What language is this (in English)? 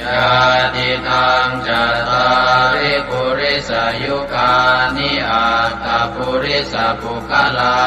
Pali